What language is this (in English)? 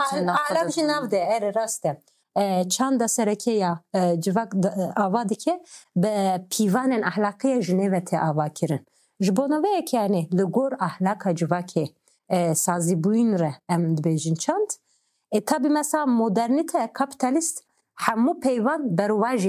Kurdish